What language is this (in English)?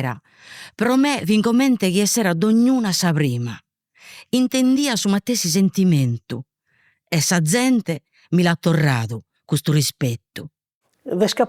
Sardinian